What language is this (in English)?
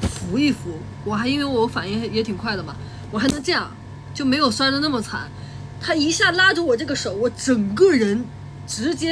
Chinese